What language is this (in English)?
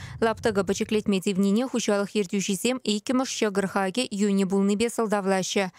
Chuvash